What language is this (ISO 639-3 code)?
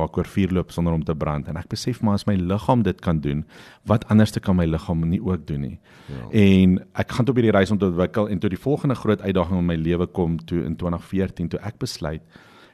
afr